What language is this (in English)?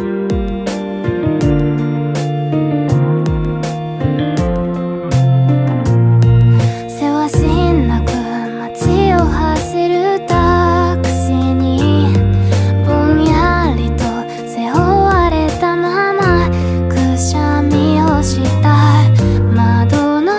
Japanese